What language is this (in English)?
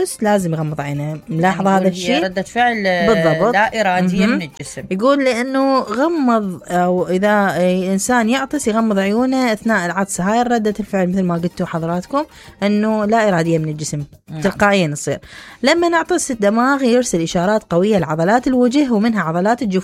Mesopotamian Arabic